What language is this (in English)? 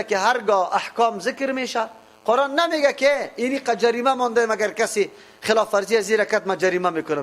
Persian